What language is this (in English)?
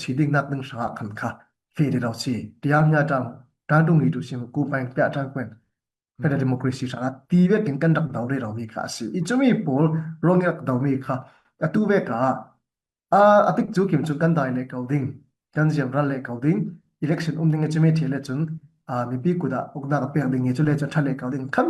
Falam Chin